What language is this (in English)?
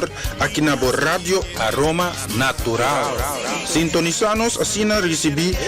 Papiamento